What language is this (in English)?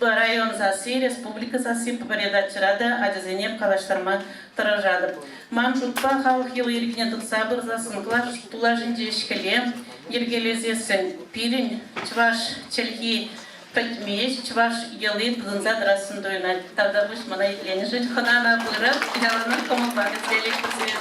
Chuvash